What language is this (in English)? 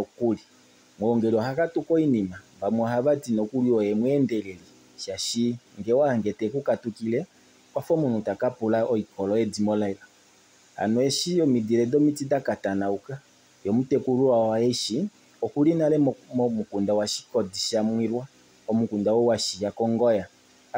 Kuanyama